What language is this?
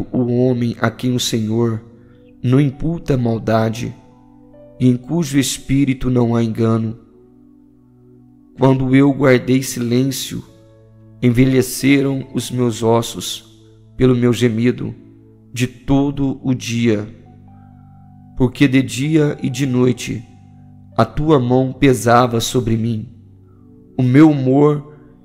Portuguese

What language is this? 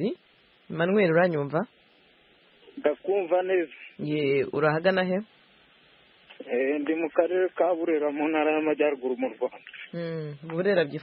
Kinyarwanda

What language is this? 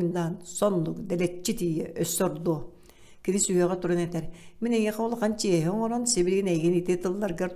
Yakut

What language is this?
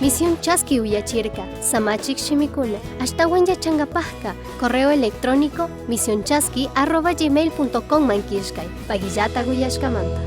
Chimborazo Highland Quichua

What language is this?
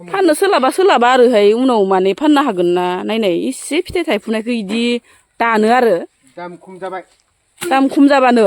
Bodo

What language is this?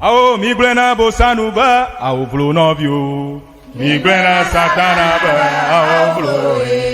Ewe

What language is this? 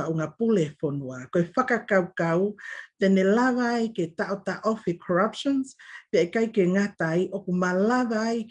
Tongan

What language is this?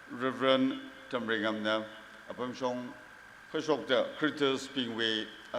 Tangkhul Naga (India)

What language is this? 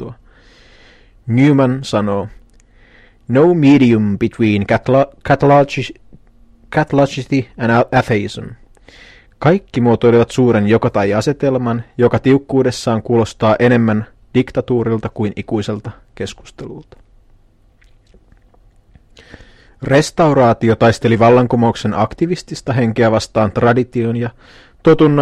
Finnish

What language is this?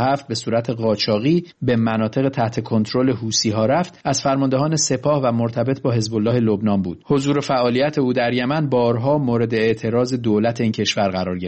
Persian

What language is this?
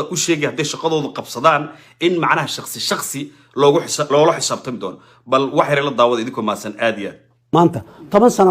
Somali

